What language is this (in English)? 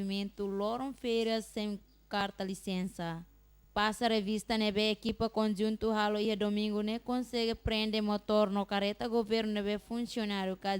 Tetum